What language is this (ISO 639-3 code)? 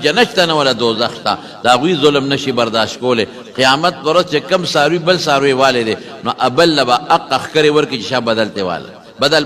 pus